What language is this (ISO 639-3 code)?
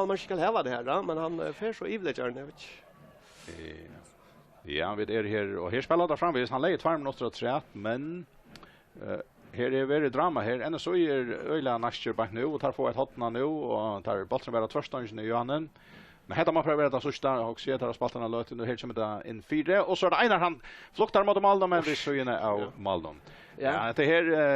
fao